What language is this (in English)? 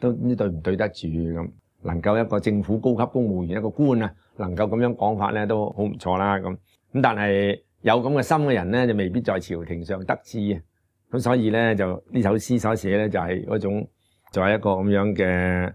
Cantonese